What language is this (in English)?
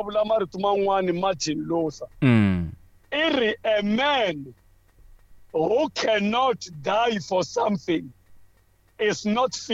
Tsonga